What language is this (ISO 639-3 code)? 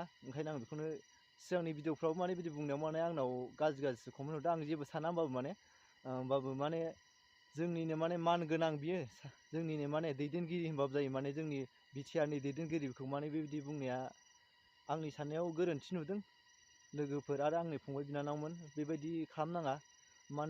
brx